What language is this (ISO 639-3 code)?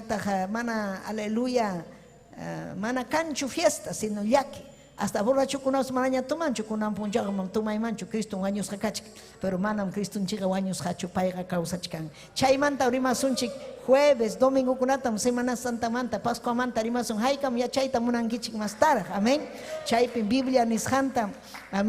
quy